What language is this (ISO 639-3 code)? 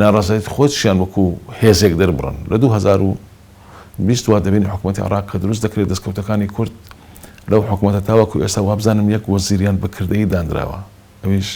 ckb